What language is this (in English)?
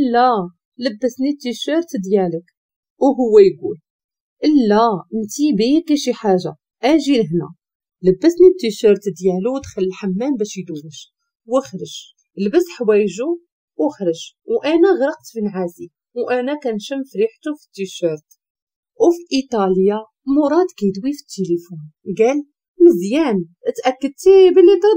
Moroccan Arabic